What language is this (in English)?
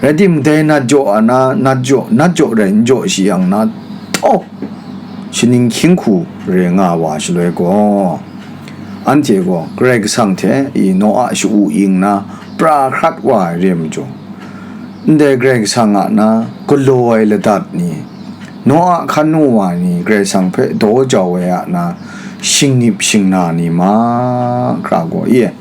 Kachin